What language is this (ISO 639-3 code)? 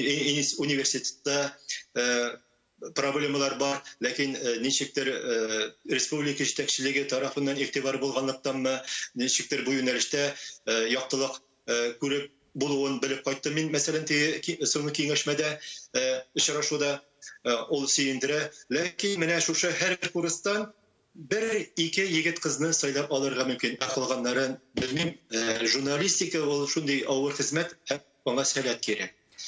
tat